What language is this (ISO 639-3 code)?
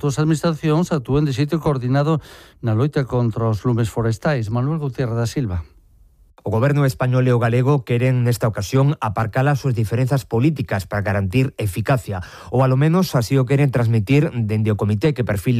glg